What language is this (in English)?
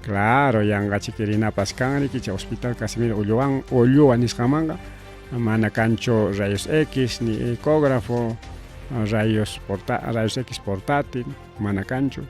Ayacucho Quechua